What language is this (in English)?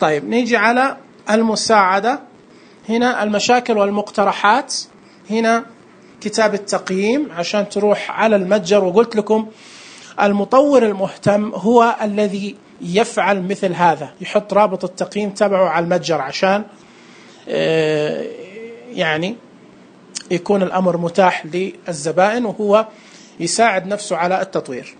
Najdi Arabic